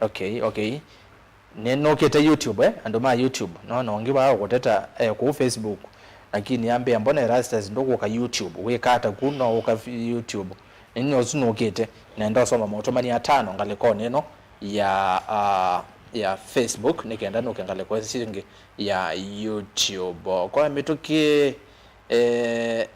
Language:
Kamba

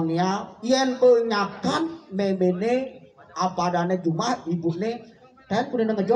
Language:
Balinese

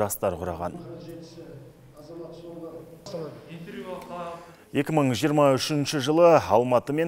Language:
Kazakh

